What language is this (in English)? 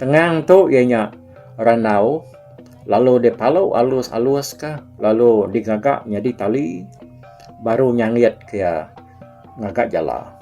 Iban